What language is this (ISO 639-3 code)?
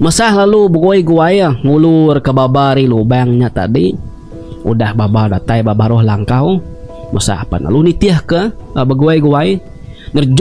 iba